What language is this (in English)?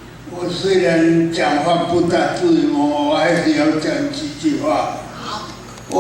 Min Nan Chinese